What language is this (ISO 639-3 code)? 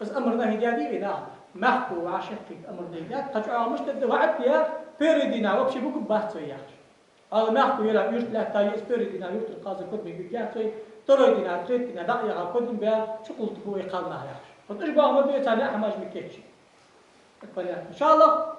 inh